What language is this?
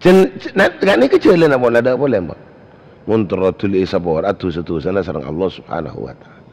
Madurese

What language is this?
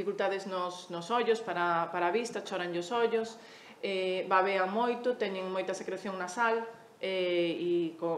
Galician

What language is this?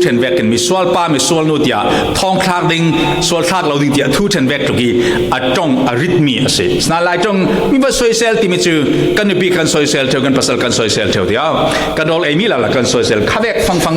Falam Chin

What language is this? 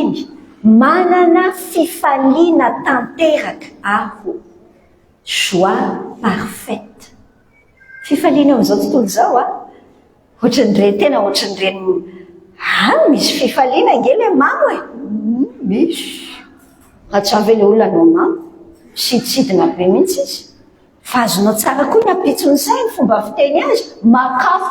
Malagasy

